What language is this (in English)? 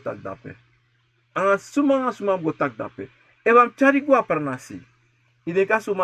Sranan Tongo